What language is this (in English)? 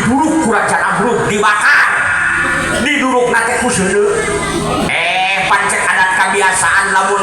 Sundanese